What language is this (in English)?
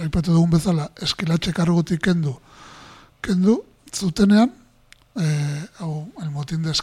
Basque